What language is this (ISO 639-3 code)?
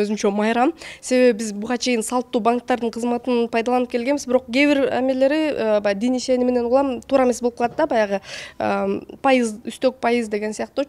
kir